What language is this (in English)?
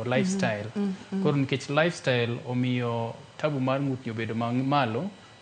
Luo (Kenya and Tanzania)